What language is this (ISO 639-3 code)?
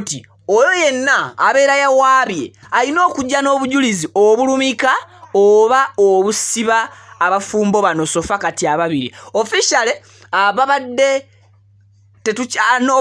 lug